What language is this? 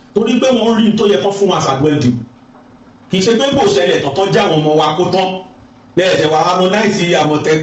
Yoruba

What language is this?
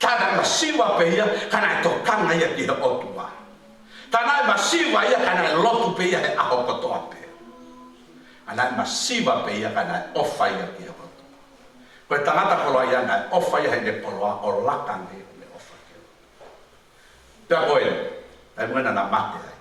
Tongan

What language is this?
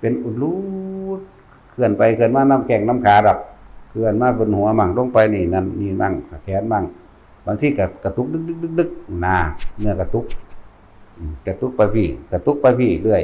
Northeastern Thai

